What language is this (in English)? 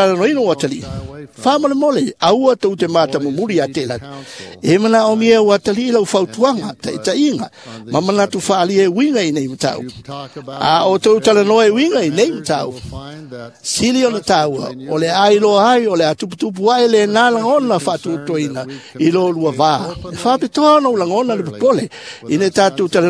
Samoan